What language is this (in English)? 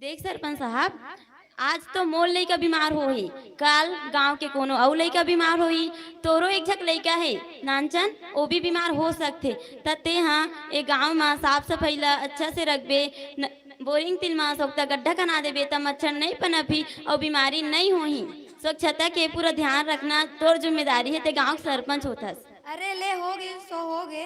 Chhattisgarhi